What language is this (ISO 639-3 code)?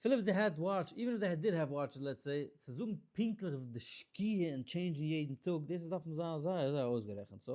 yid